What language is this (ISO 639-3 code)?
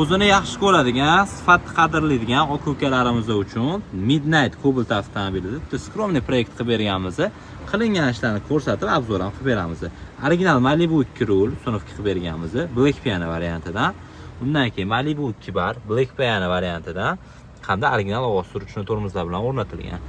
uzb